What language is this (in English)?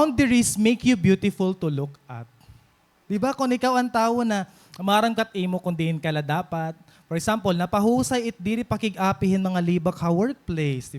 Waray